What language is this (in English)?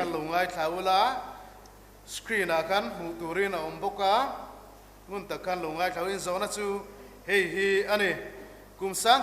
Mizo